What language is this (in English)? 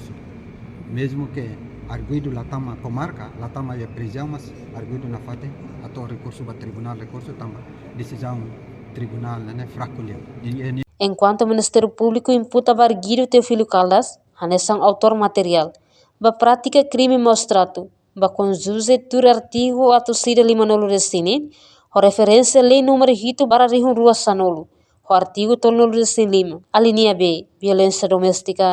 Tetum